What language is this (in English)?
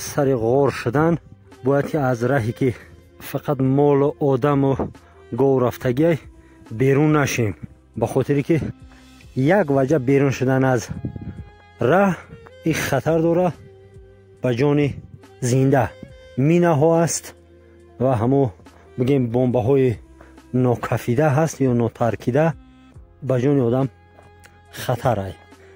Tajik